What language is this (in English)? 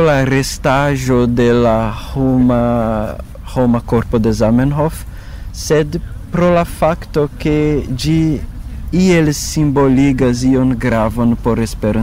Esperanto